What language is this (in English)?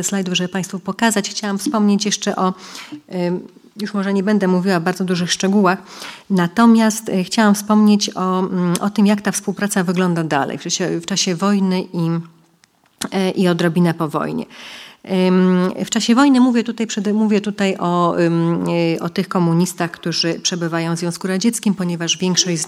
Polish